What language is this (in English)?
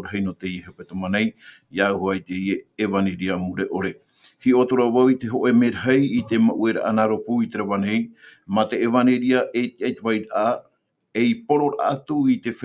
Tahitian